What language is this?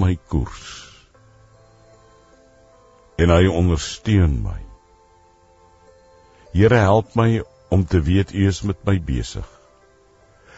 Afrikaans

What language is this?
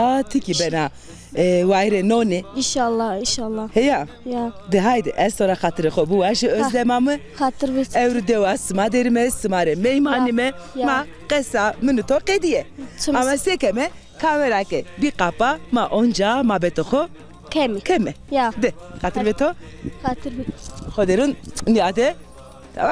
Zaza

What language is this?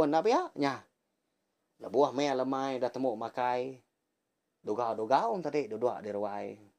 Iban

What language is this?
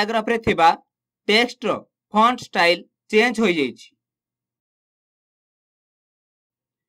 Odia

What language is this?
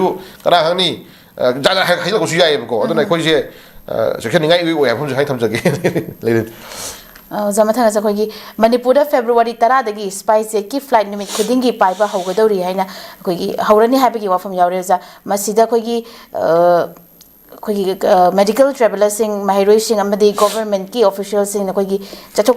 Manipuri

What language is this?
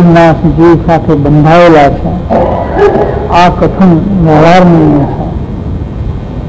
Gujarati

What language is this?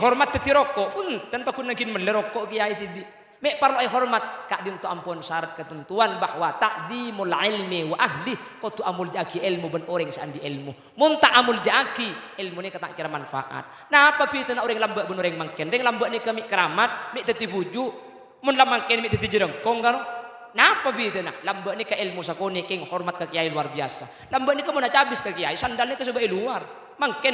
Madurese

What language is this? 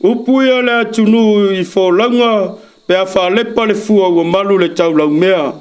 Samoan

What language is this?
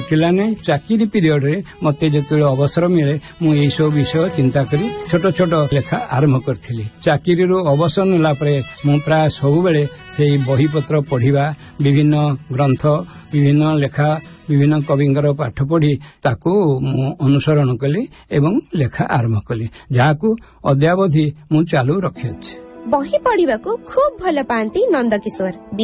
Odia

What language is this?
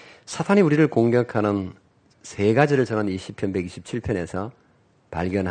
Korean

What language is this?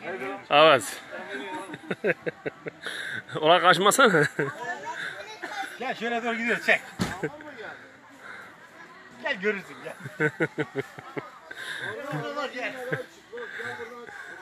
Turkish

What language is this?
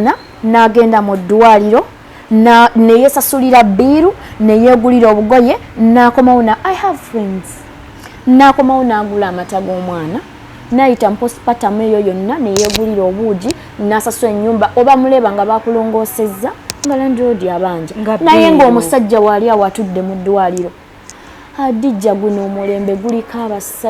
Ganda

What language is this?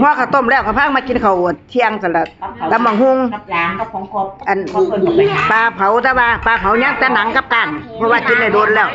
Northeastern Thai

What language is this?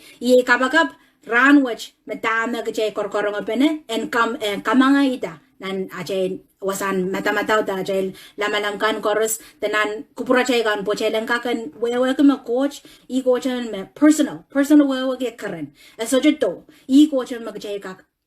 Pohnpeian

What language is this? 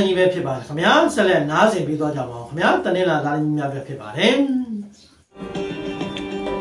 Burmese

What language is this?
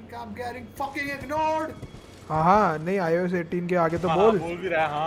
Hindi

